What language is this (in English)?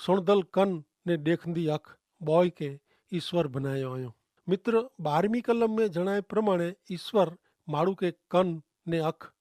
Kachhi